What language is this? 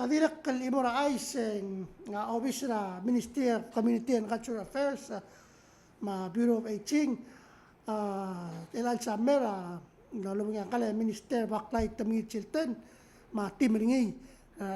Palauan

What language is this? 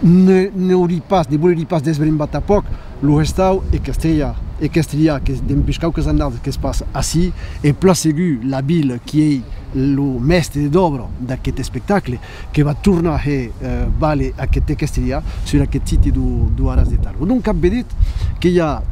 Occitan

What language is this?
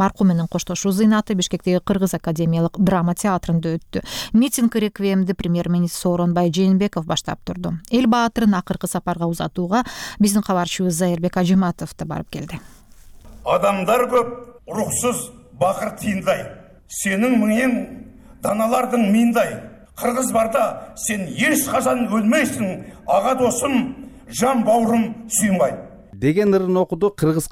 Kyrgyz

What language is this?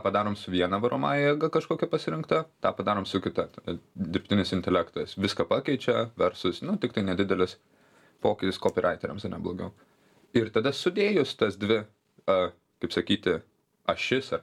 Lithuanian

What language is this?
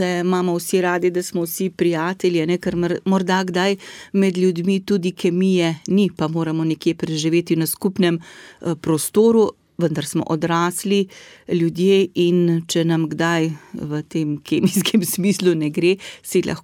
Slovenian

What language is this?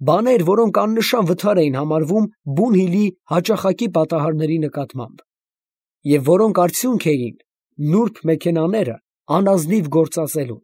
Armenian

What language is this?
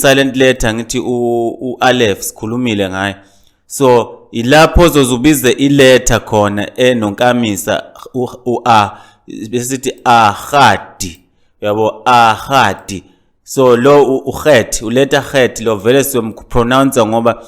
Zulu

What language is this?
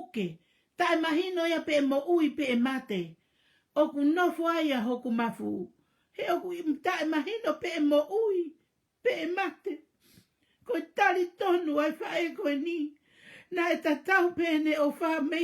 Tongan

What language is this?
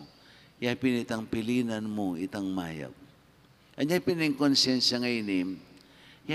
Pampanga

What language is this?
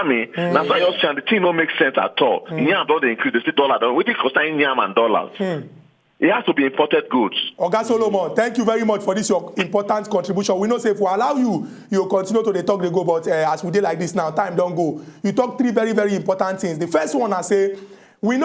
Nigerian Pidgin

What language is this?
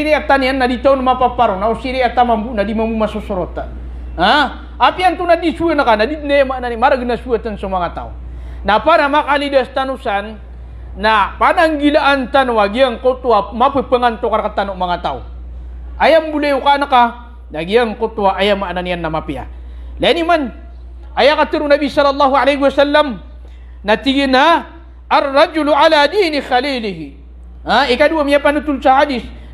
Maranao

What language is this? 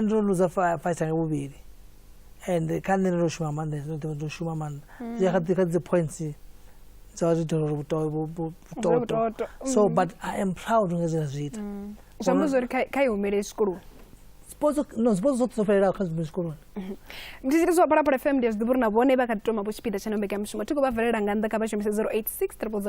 Venda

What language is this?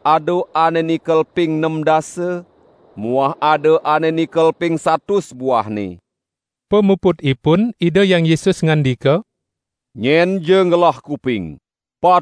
Balinese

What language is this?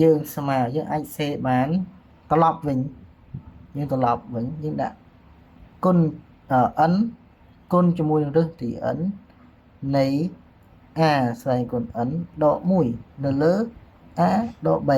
Khmer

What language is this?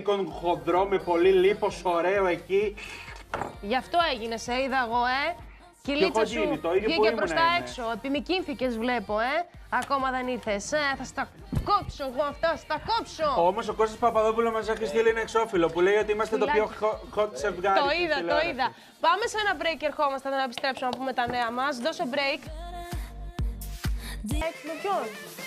Greek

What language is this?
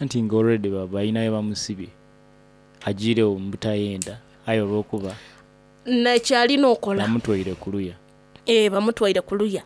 Soga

